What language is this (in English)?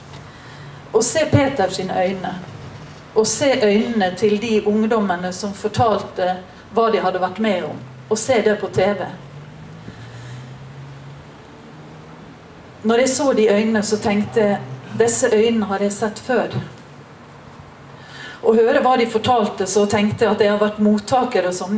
Norwegian